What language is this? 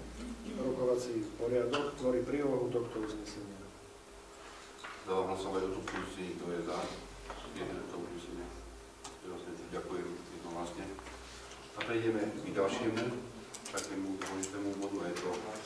Slovak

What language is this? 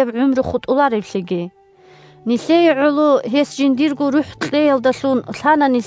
Avaric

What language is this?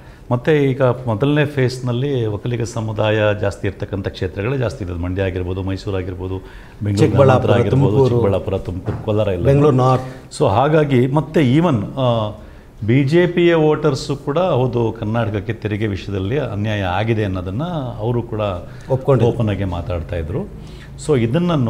Kannada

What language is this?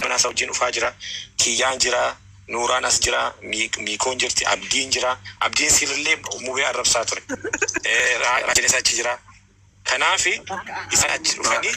Oromo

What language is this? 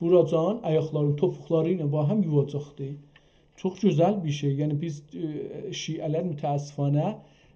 South Azerbaijani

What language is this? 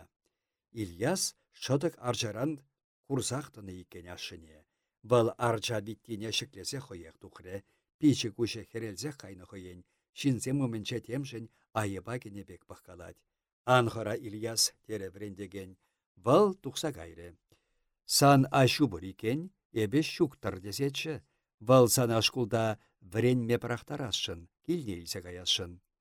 Chuvash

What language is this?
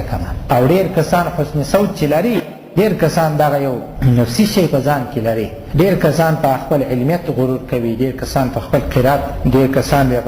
Pashto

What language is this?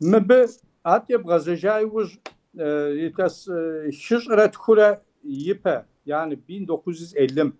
Kabardian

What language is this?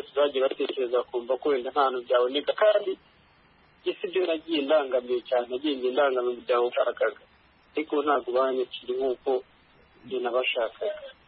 Kinyarwanda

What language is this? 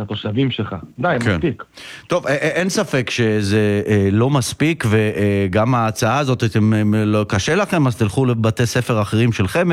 Hebrew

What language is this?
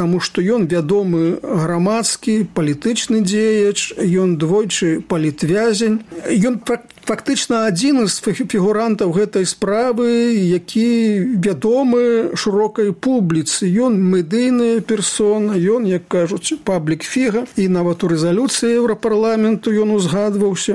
Belarusian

